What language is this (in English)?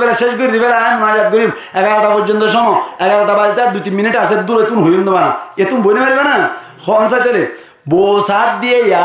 Rohingya